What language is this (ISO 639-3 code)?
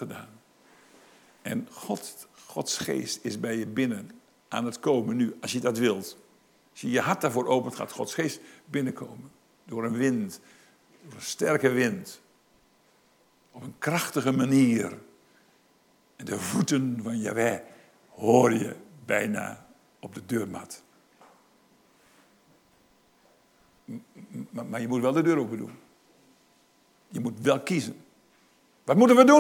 nld